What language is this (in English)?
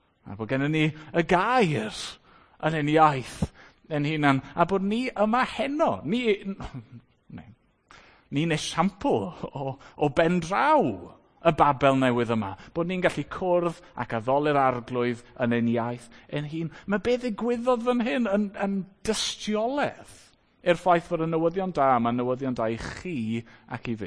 Welsh